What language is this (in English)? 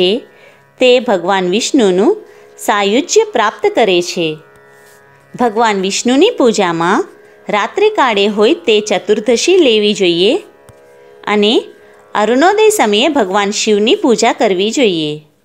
Gujarati